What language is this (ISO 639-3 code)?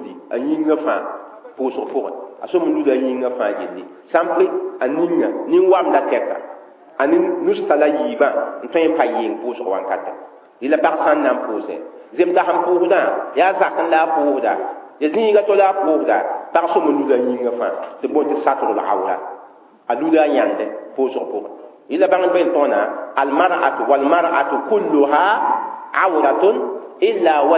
mos